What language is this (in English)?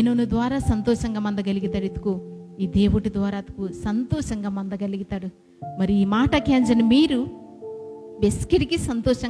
Koya